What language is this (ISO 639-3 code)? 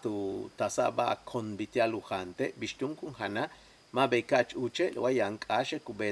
yua